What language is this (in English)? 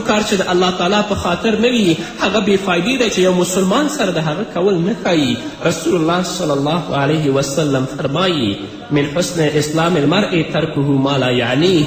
Pashto